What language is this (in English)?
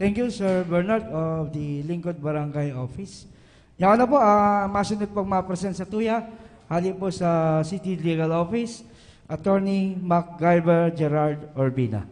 Bikol